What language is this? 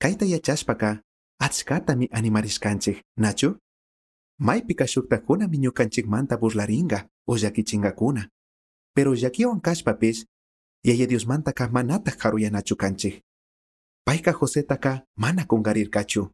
Chimborazo Highland Quichua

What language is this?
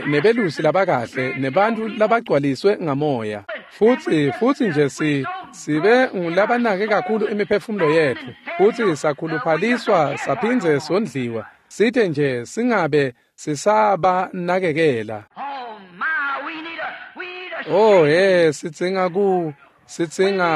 Swati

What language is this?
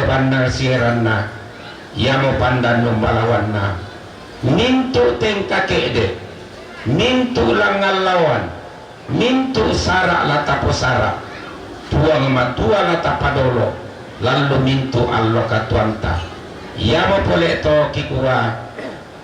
Toraja-Sa'dan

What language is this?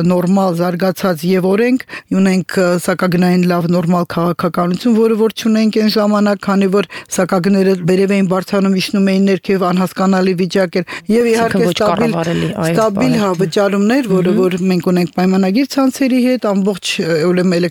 Armenian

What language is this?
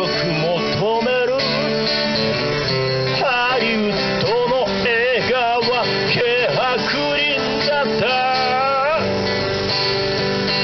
Japanese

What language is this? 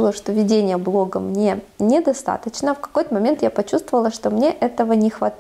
Russian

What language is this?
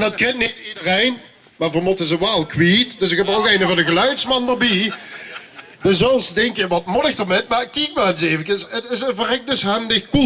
Limburgish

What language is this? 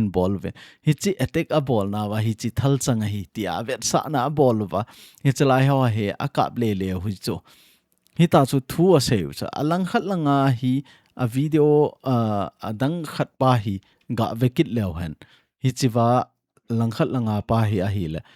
Thado Chin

